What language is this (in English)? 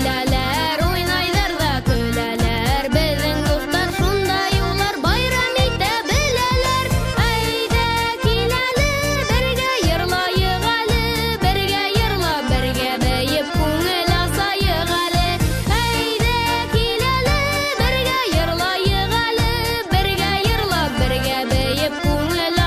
Bashkir